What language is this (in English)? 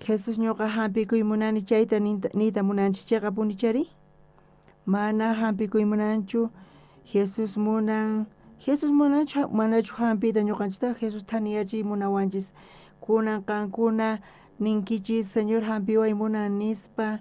South Bolivian Quechua